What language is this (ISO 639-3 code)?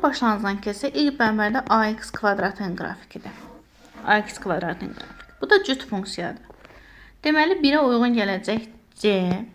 aze